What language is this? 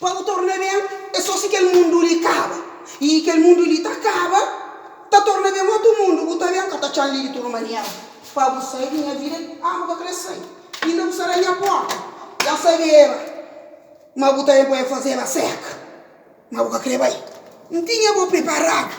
Kabuverdianu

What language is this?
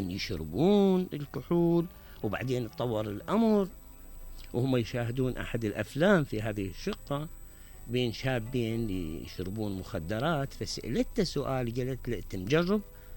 Mesopotamian Arabic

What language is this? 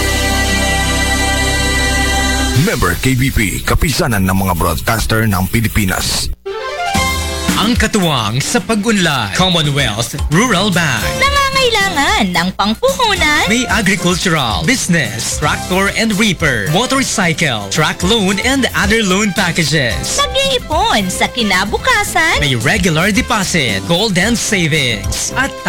Filipino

